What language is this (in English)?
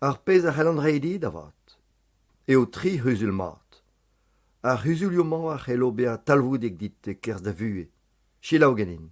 Breton